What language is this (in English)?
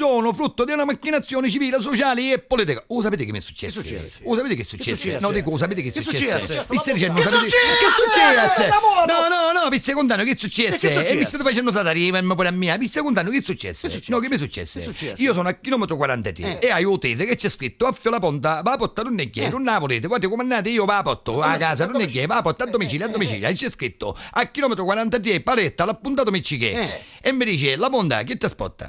Neapolitan